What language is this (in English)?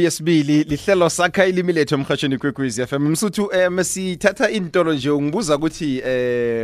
South Ndebele